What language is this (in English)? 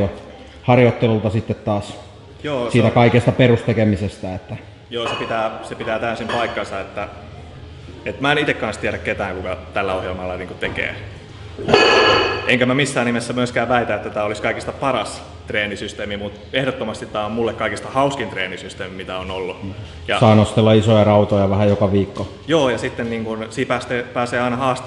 Finnish